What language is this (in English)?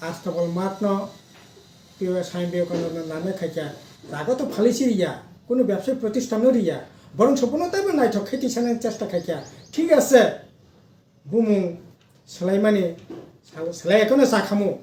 Kok Borok